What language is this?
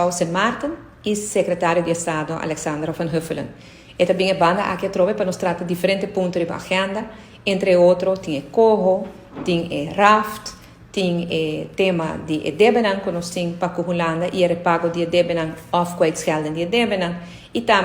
Papiamento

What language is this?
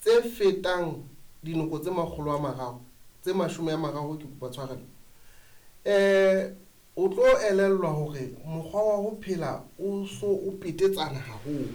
Southern Sotho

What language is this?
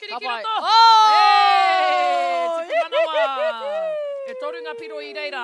Māori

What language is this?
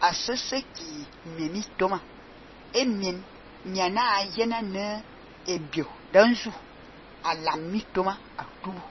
Fang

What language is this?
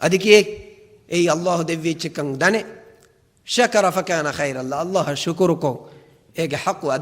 Divehi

